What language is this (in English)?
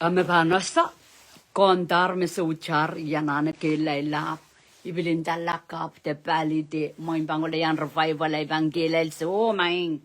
Pohnpeian